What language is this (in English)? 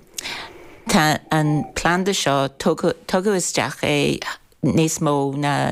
Irish